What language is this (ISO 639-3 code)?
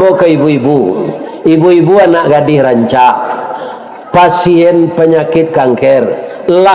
min